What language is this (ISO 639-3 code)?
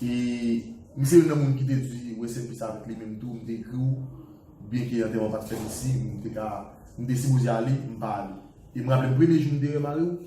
hat